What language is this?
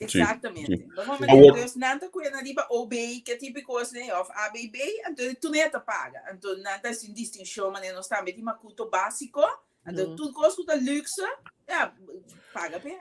Papiamento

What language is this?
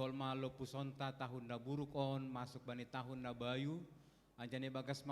Batak Simalungun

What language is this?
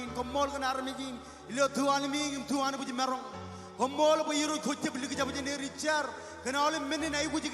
Marshallese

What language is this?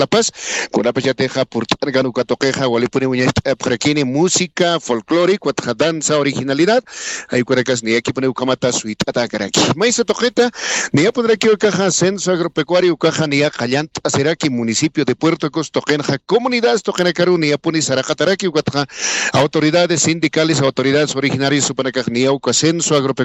Aymara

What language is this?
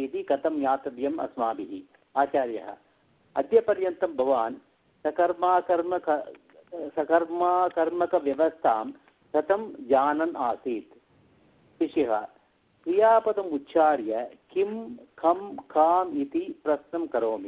Sanskrit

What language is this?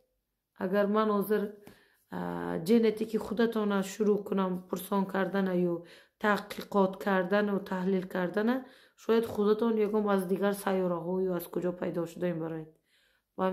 Tajik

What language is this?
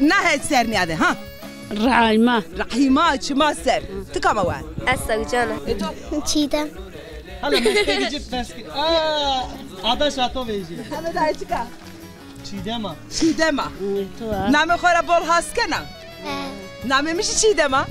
Zaza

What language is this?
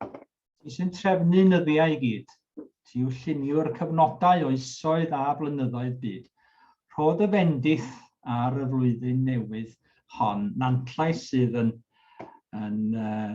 Welsh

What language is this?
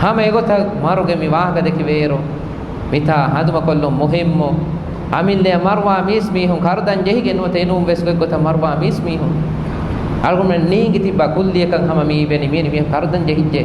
Divehi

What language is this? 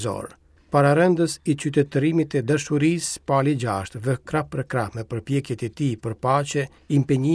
Albanian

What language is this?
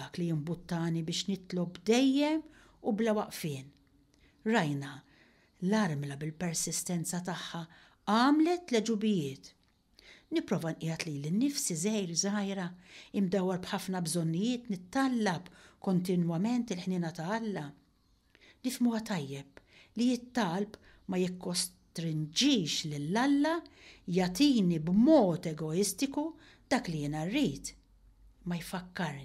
Maltese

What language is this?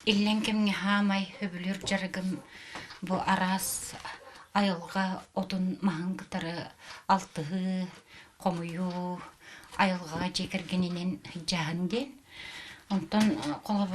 Yakut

